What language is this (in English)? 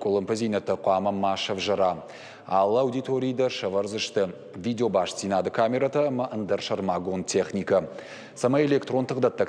Ossetic